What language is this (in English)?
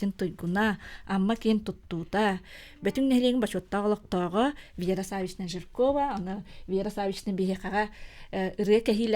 Yakut